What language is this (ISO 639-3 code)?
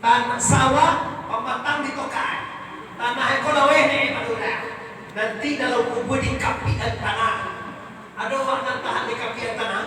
min